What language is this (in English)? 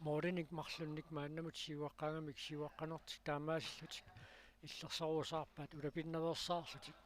Kalaallisut